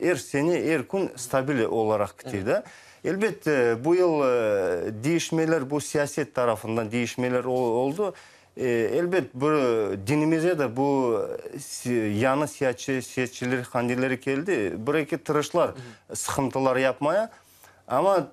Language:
Crimean Tatar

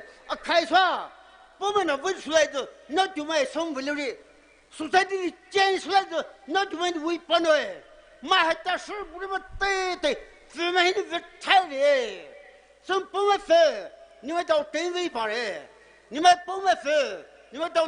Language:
Poumei Naga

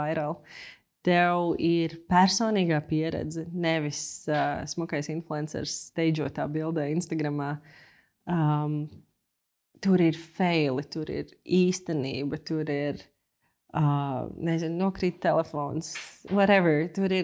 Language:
Latvian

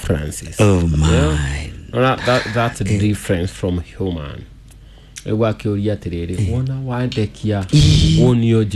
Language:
Kikuyu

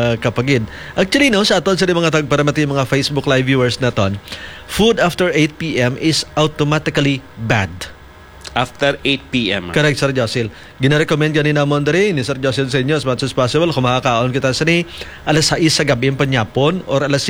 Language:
Hiligaynon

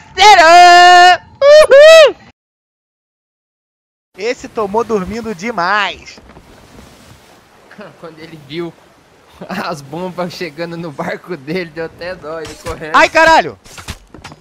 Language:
Portuguese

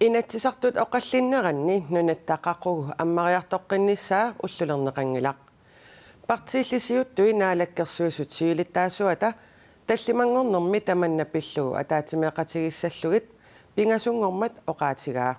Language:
Kalaallisut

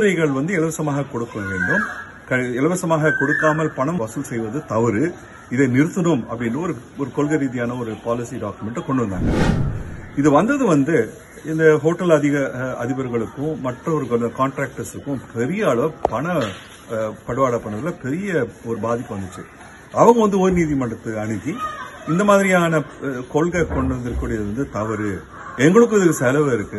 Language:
Tamil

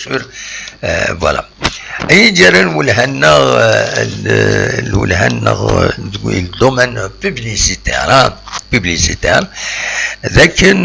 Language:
Kabyle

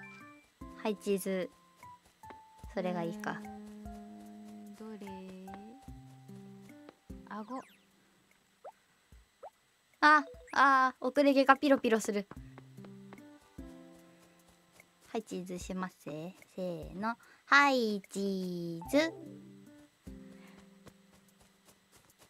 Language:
Japanese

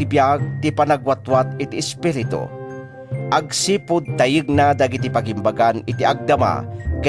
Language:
Iloko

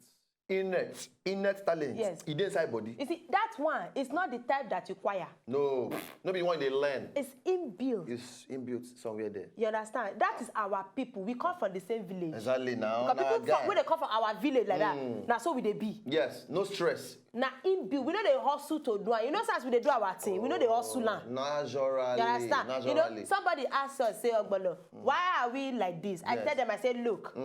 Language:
Nigerian Pidgin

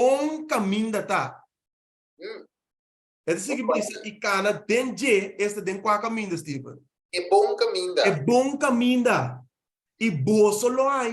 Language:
Papiamento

